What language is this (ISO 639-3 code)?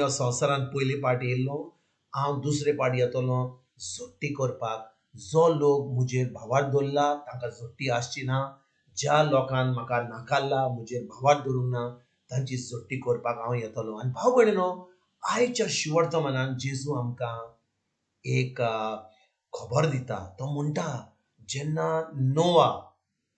kok